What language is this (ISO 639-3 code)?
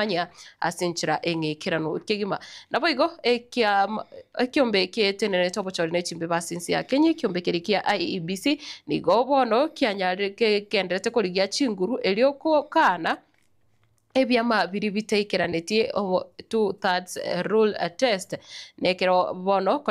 guz